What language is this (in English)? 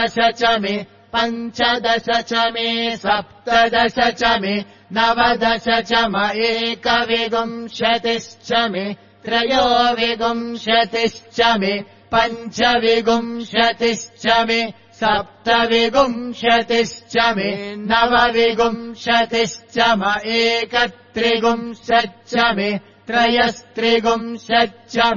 Sanskrit